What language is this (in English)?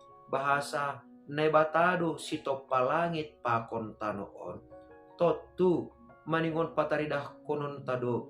Batak Simalungun